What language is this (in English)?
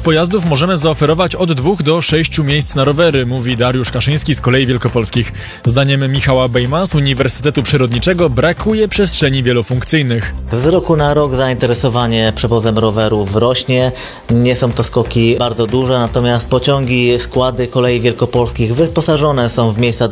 Polish